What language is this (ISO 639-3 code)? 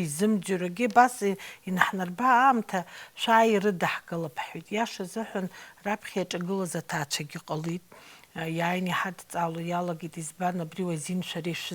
abk